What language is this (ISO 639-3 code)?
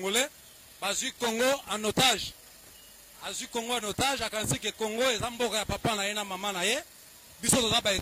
lin